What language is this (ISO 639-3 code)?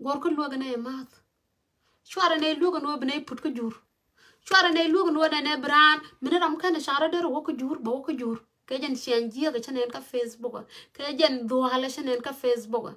nus